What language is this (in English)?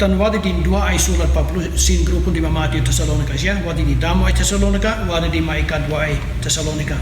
Kankanaey